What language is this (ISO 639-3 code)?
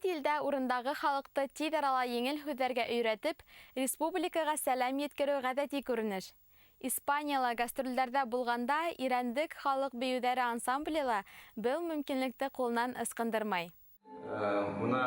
bak